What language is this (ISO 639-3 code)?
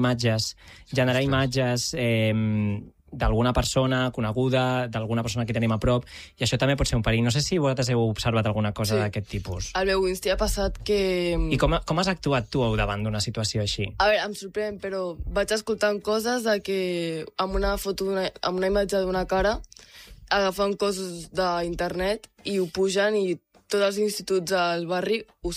cat